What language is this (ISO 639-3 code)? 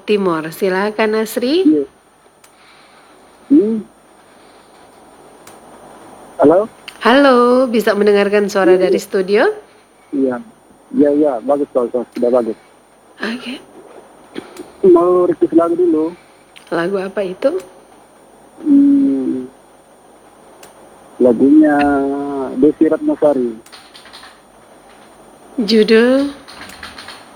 ind